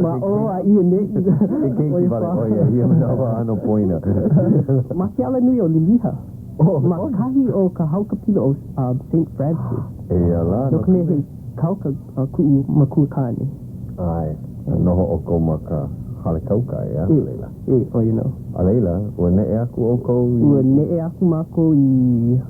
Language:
Hawaiian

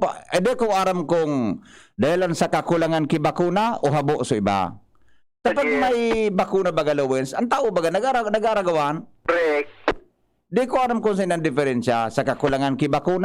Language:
Bikol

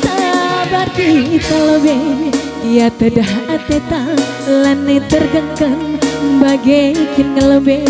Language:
Batak Karo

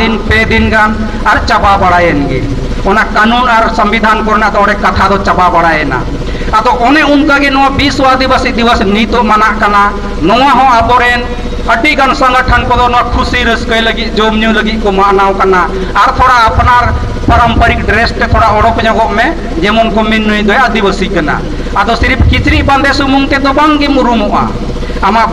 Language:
Santali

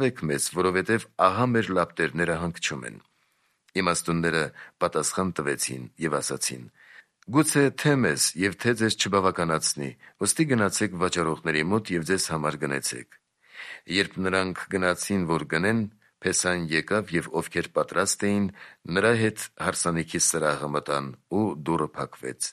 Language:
Armenian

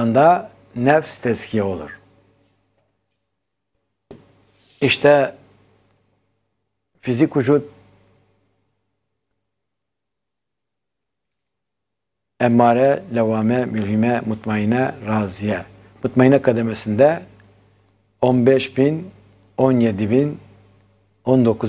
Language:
Turkish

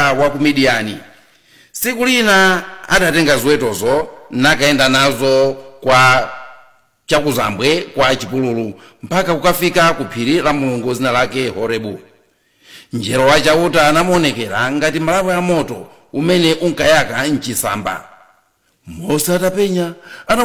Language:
Nyanja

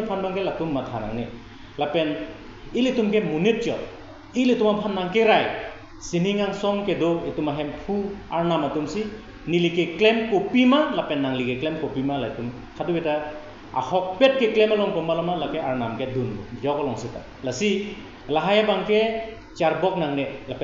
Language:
Karbi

